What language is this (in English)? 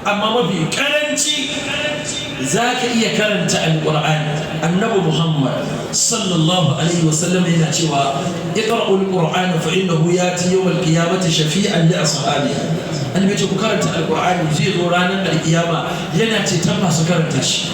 Hausa